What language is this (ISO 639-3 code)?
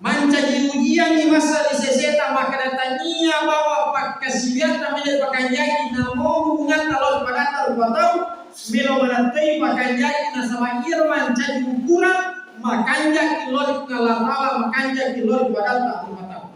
bug